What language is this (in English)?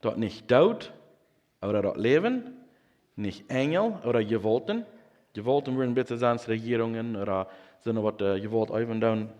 Plautdietsch